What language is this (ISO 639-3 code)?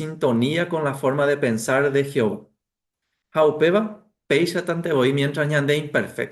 grn